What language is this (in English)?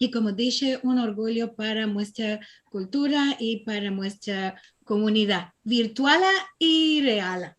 Ladino